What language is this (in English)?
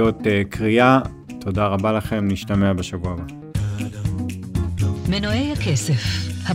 Hebrew